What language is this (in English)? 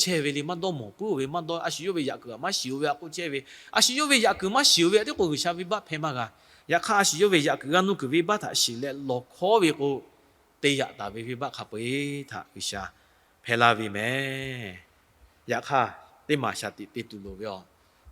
Lahu